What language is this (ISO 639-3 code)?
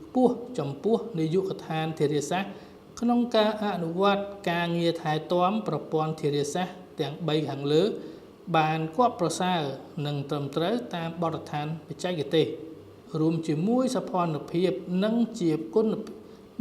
khm